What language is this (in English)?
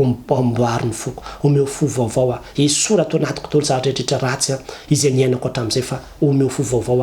Malagasy